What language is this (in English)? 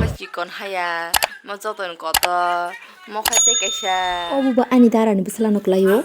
Kok Borok